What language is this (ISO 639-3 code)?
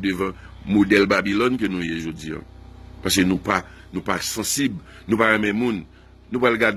hat